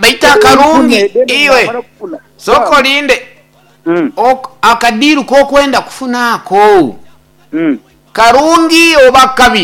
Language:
Nyoro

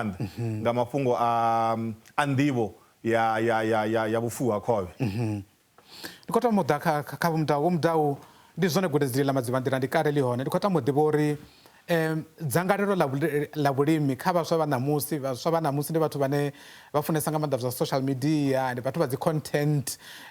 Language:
Venda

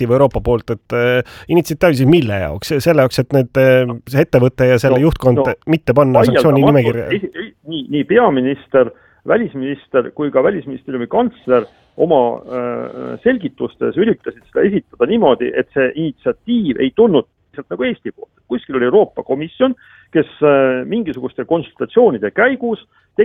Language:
Estonian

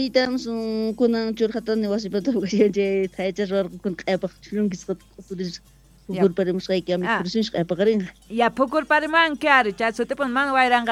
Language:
South Bolivian Quechua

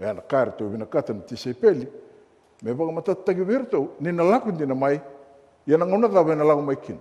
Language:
Fijian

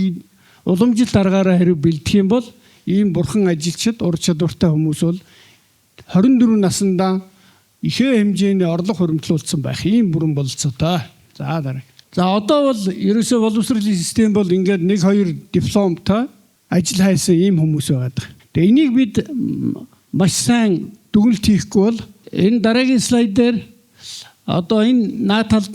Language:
Mongolian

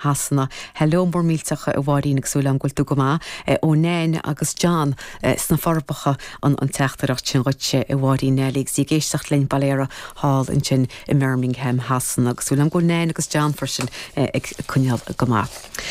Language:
Irish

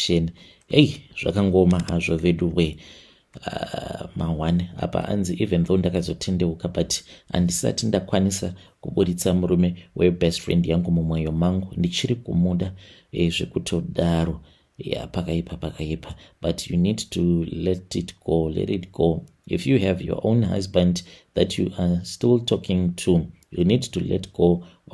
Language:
Shona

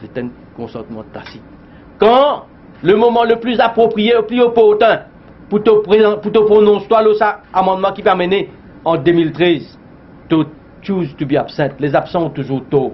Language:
Morisyen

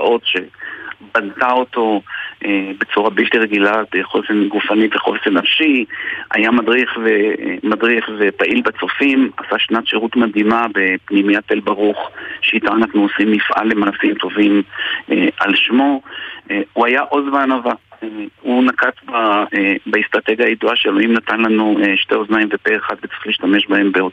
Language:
Hebrew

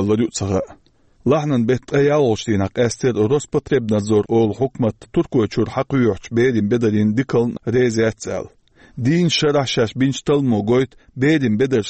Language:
Chechen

